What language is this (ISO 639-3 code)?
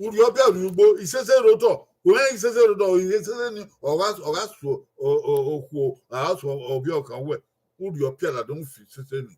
bin